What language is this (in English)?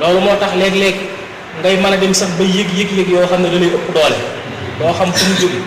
Wolof